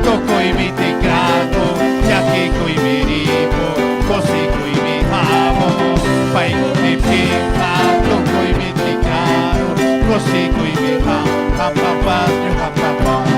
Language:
Ayacucho Quechua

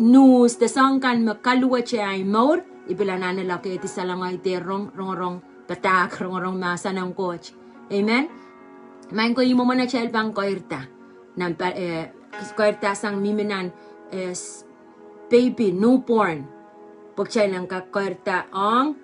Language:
Pohnpeian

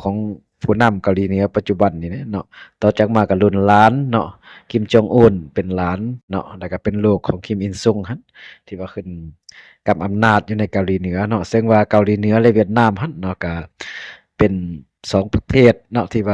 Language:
Lao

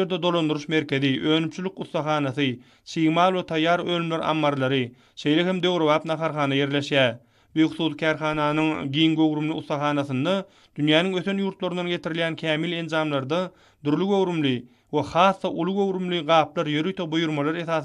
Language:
Turkmen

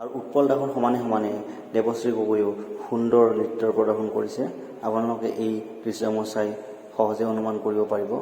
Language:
Assamese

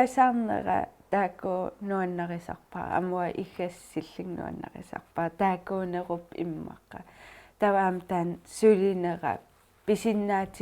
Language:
Kalaallisut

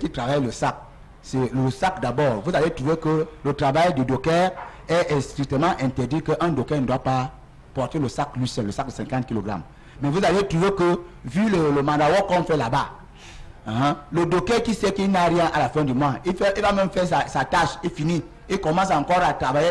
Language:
French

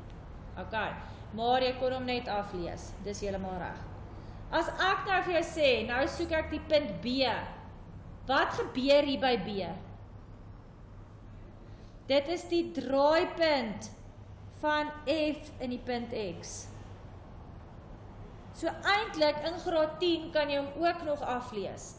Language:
Afrikaans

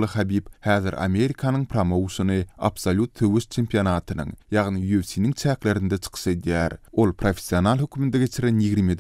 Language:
Turkmen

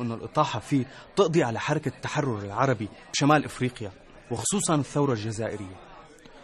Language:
North Levantine Arabic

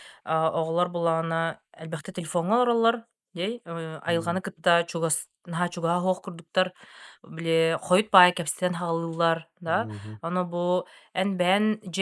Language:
Yakut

